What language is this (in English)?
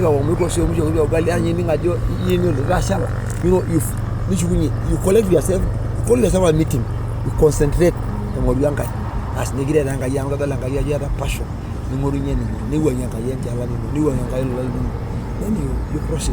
Masai